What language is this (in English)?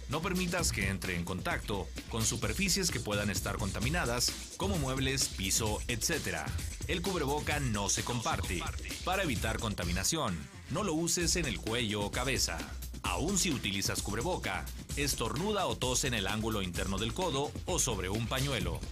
Spanish